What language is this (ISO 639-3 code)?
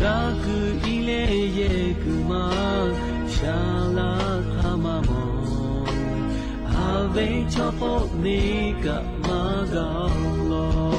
lhu